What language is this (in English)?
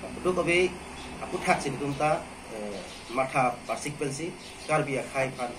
Karbi